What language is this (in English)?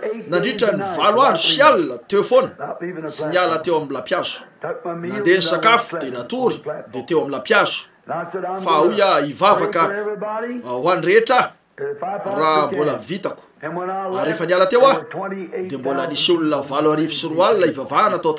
Malagasy